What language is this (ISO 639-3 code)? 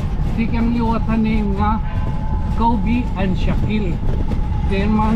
war